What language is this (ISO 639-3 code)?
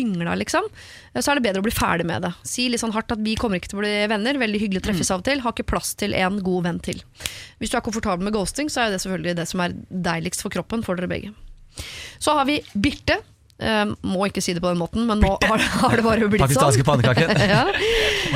nor